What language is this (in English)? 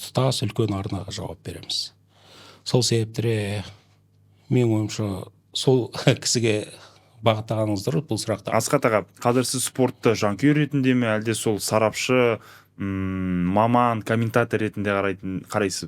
Kazakh